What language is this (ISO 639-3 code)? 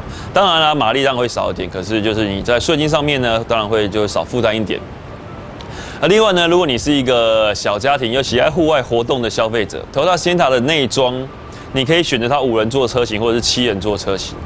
zho